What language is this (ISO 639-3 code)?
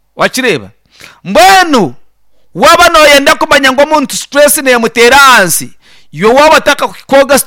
nyn